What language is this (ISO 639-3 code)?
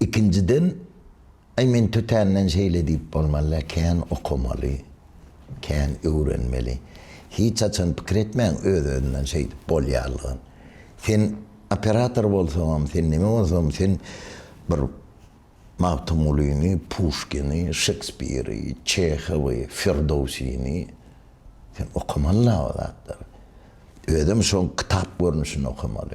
tuk